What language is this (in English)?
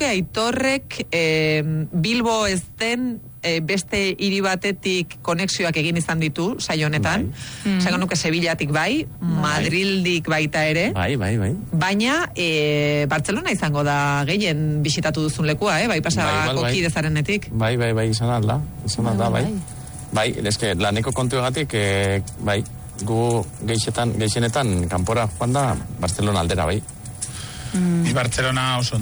Basque